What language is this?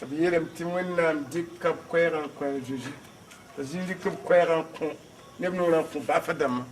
Mossi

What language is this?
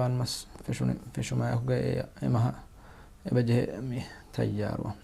Divehi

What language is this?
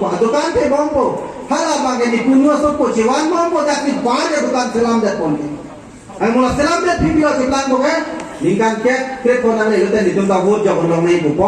Karbi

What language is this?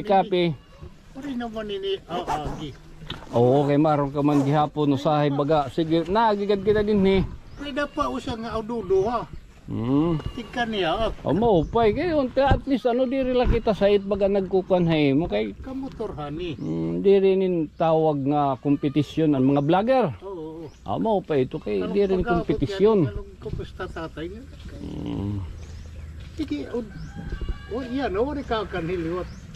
Waray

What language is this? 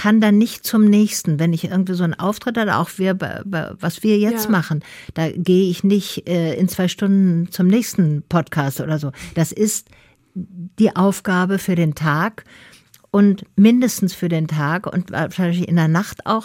German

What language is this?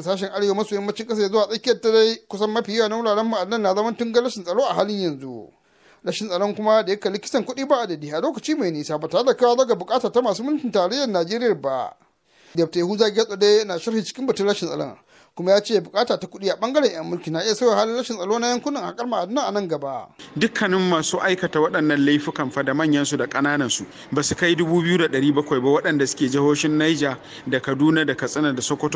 Hausa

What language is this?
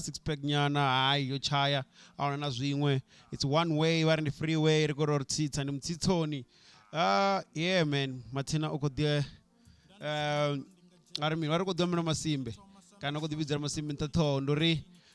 Venda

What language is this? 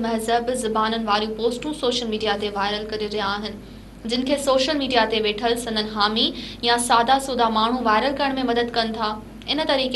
Sindhi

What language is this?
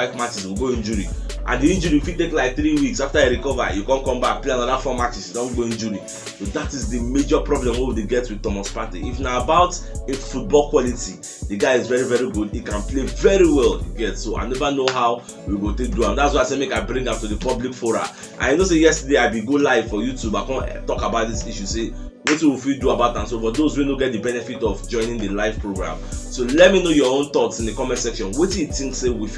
Nigerian Pidgin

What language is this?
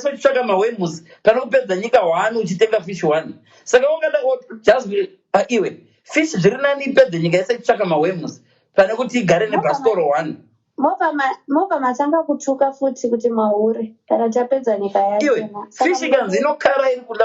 Shona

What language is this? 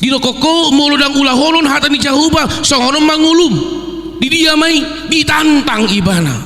Batak Toba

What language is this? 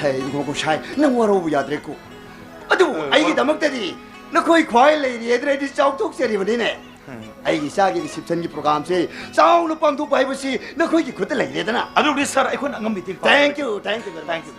Manipuri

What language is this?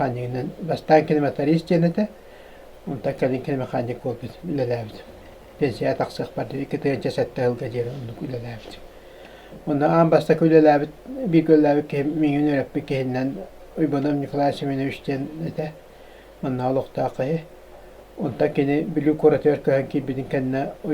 Yakut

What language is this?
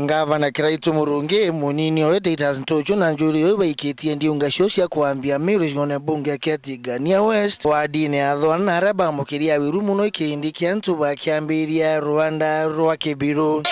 Meru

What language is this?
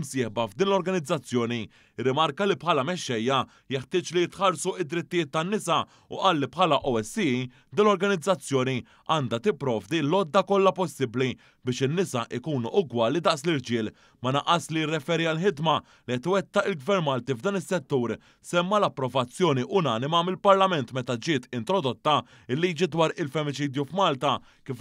Maltese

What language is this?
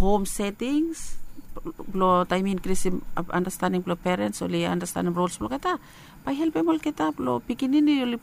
Bislama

